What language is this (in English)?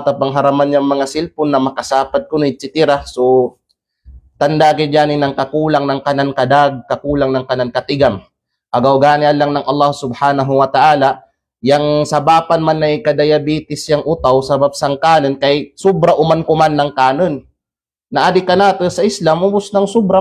Kalagan